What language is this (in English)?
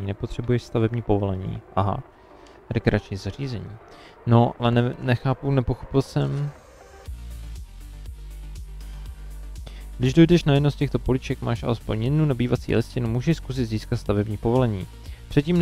Czech